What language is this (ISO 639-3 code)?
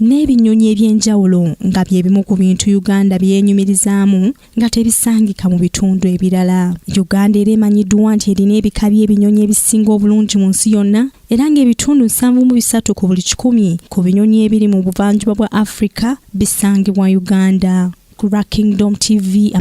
lug